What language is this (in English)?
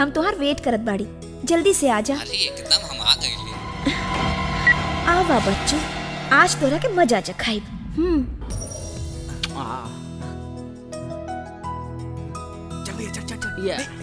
Bhojpuri